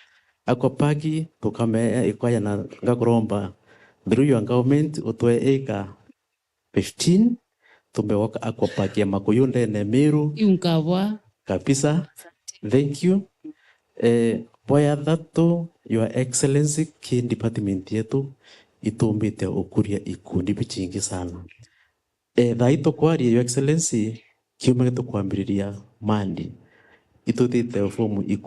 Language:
Meru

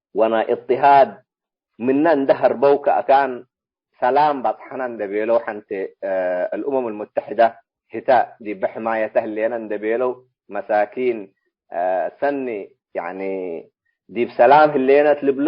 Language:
Tigre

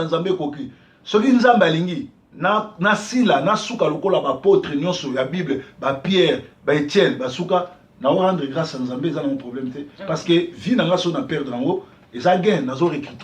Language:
Lingala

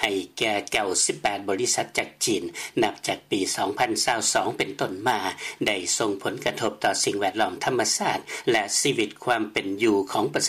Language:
Lao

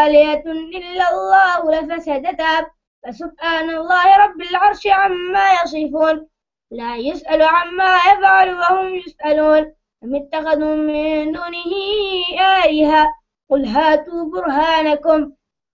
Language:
Arabic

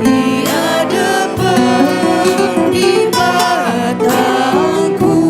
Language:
Batak Karo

